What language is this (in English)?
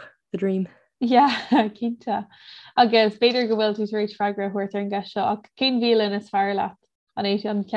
Irish